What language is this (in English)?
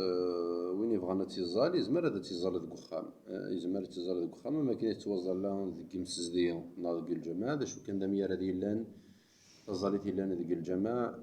Kabyle